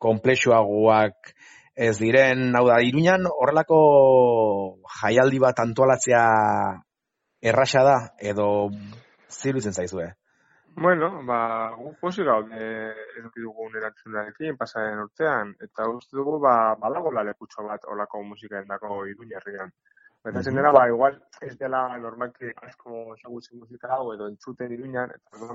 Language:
Basque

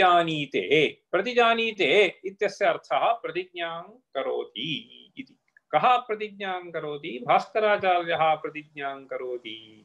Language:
Sanskrit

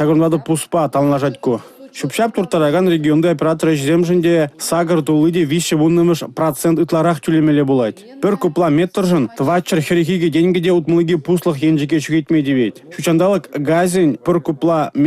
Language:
Chuvash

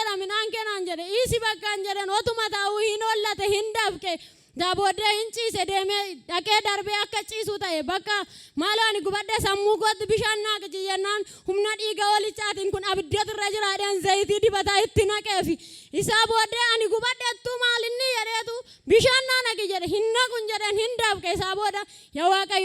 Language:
Oromo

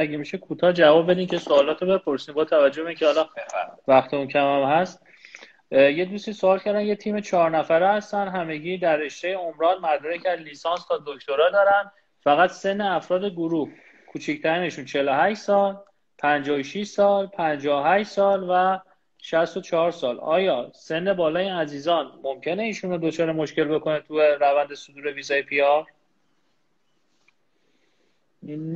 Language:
Persian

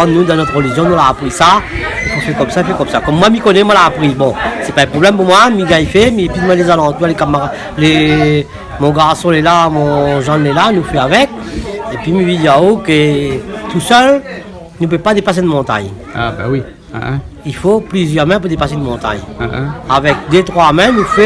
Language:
Réunion Creole French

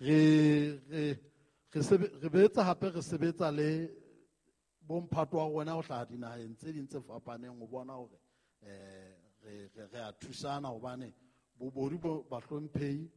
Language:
Southern Sotho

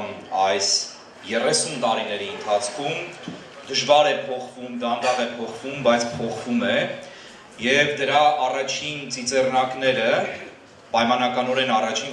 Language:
Western Armenian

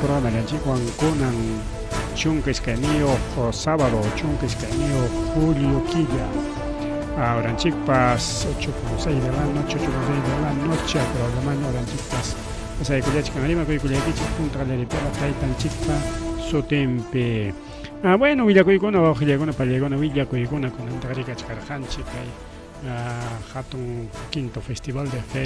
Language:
Ayacucho Quechua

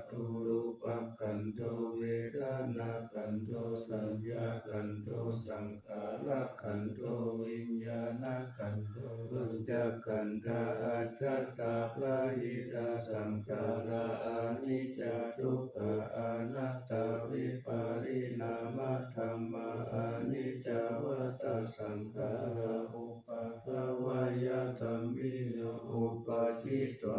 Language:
Pali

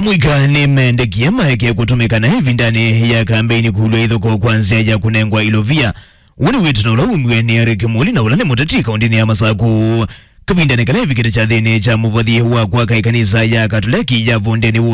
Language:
Kamba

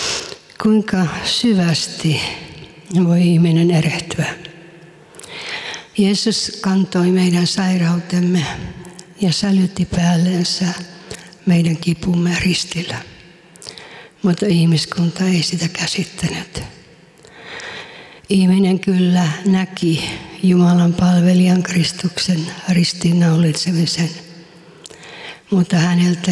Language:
Finnish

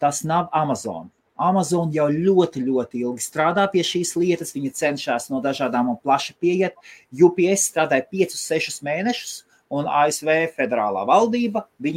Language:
Latvian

